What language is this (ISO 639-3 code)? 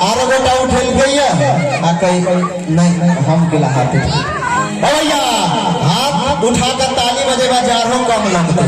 mai